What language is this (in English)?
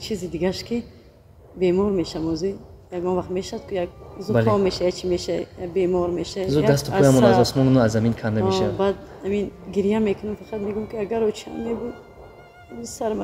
Tajik